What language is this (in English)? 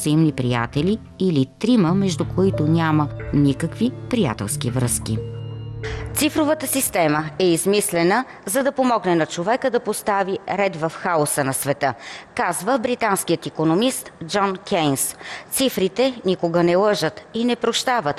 Bulgarian